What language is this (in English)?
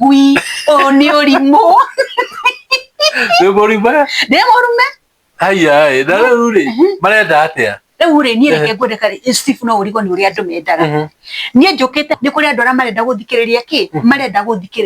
Kikuyu